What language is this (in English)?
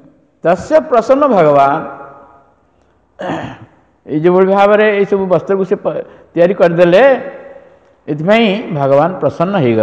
Odia